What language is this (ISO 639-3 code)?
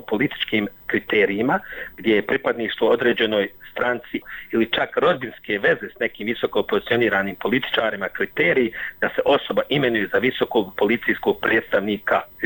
srp